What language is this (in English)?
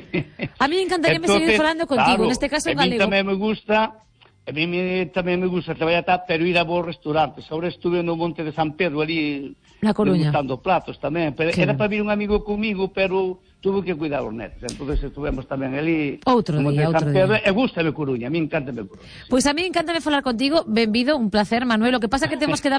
Galician